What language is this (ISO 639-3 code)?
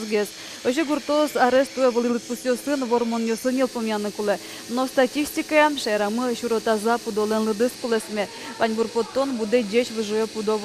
udm